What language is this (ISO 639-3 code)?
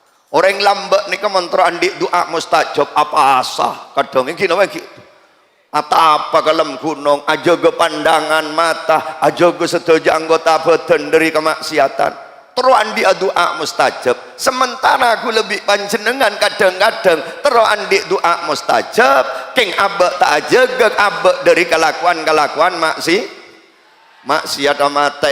mad